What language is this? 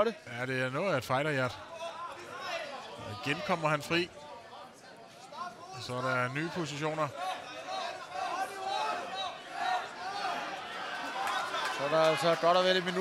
Danish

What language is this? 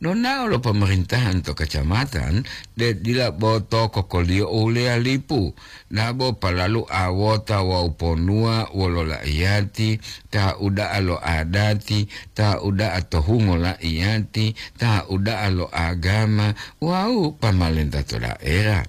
Gorontalo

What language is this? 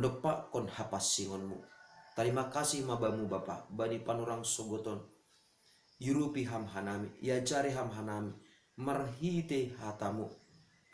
Batak Simalungun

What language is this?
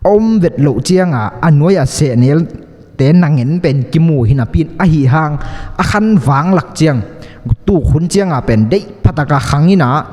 Tedim Chin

